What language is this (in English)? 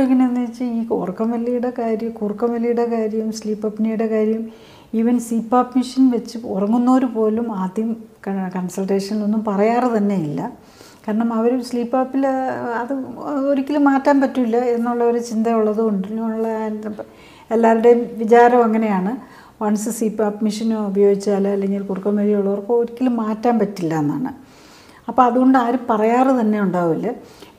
Malayalam